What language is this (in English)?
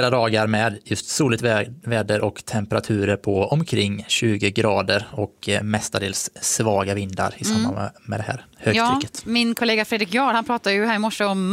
Swedish